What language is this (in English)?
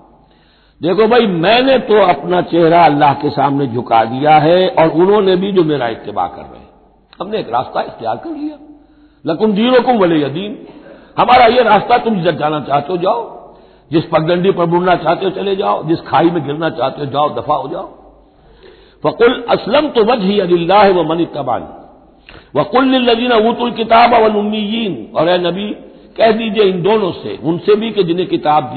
Urdu